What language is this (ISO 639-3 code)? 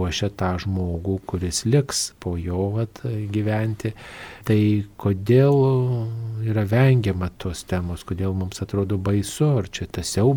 lit